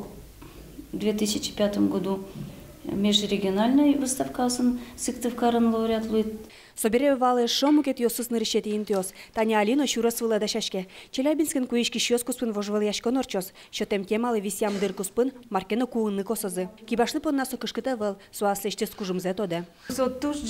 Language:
Udmurt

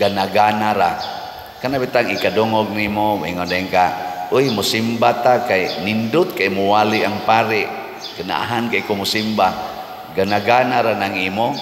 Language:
Cebuano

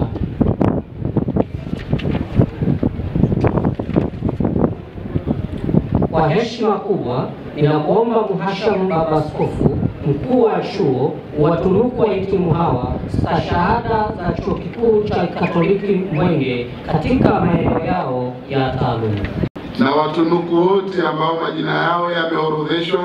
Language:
Swahili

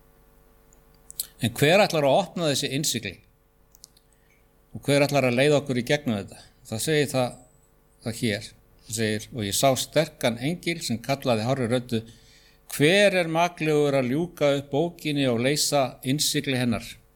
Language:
Icelandic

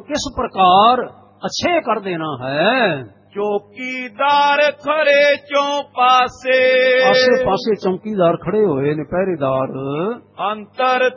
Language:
Punjabi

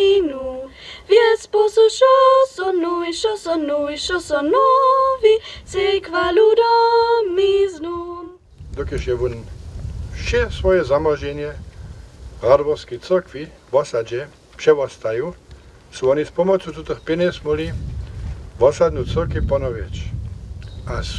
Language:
Upper Sorbian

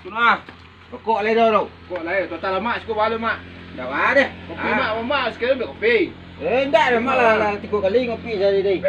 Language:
Minangkabau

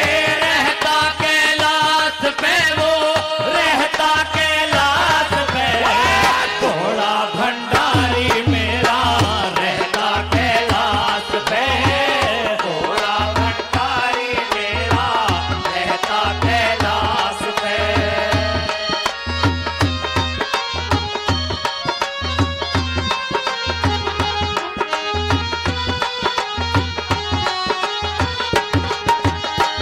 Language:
Haryanvi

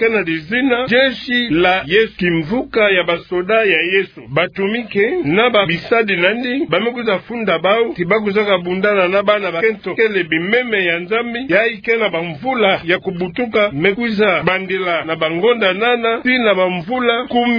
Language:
Kituba (Democratic Republic of Congo)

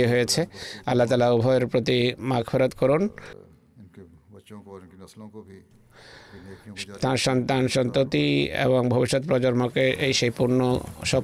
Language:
Bangla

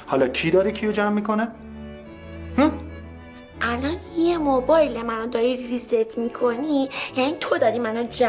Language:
Persian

